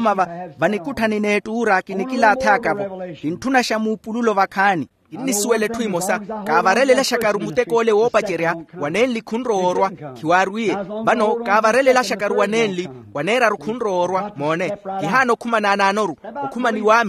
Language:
Makhuwa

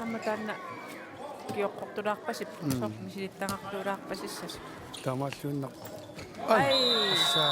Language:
Kalaallisut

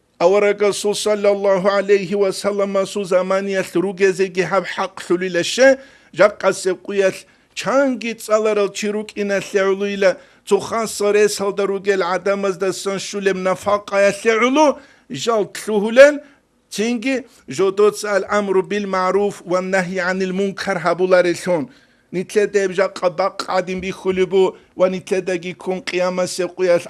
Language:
Avaric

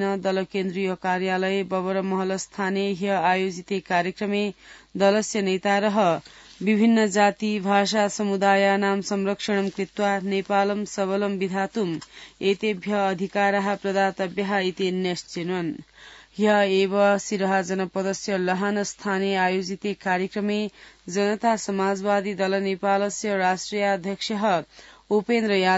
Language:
Sanskrit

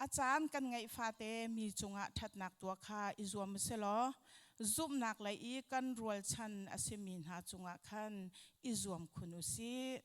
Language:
Hakha Chin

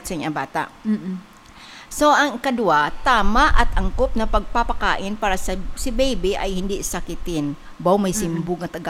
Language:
Hiligaynon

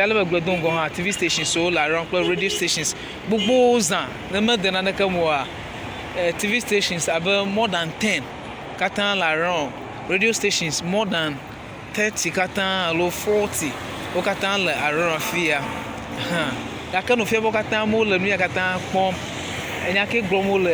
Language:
Ewe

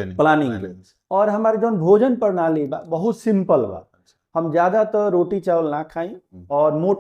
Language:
Bhojpuri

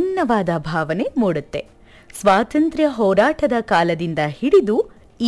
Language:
Kannada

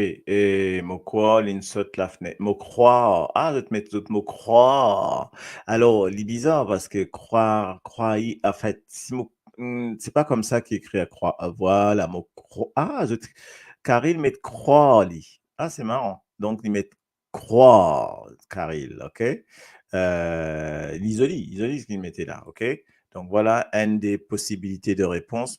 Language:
Morisyen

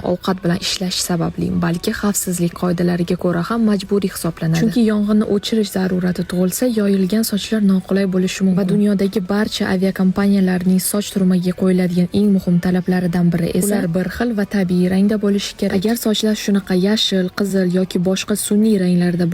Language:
Uzbek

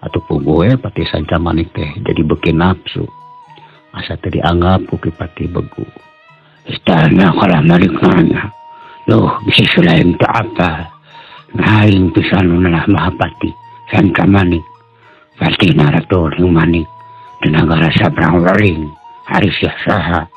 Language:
Sundanese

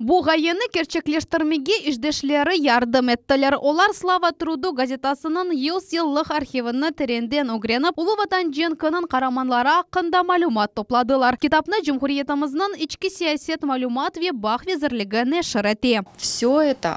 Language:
Crimean Tatar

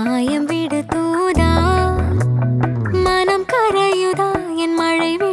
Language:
Tamil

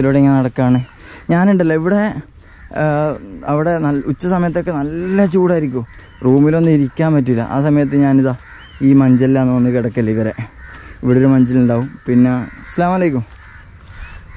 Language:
Malayalam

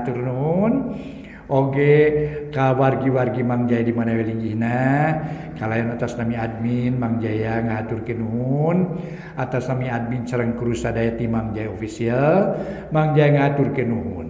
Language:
Sundanese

